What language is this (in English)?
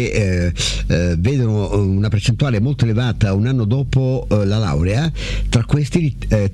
Italian